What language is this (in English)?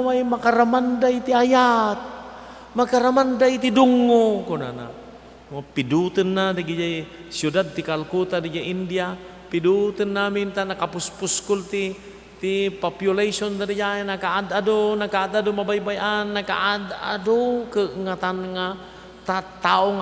Iloko